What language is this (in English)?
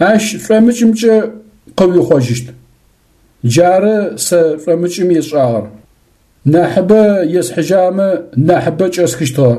Adyghe